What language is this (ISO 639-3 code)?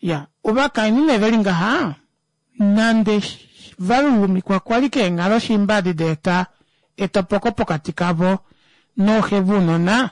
kua